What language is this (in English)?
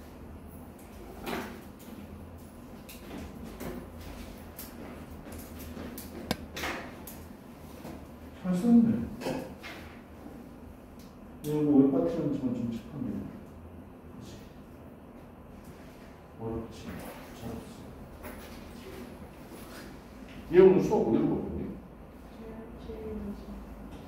Korean